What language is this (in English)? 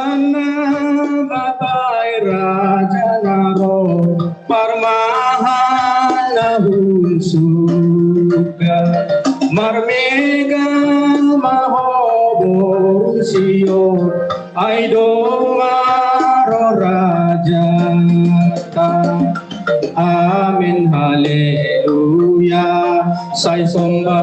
Batak Simalungun